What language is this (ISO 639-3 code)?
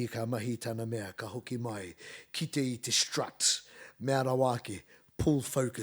mri